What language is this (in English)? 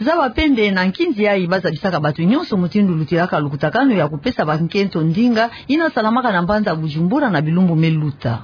Kituba (Democratic Republic of Congo)